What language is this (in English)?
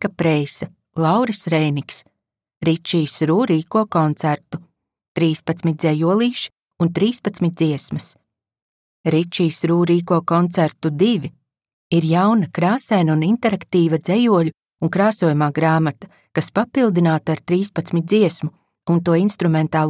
Latvian